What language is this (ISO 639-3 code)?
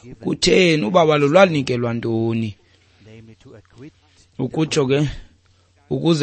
xho